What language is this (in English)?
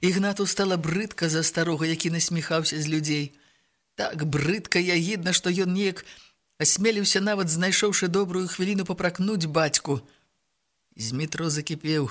Belarusian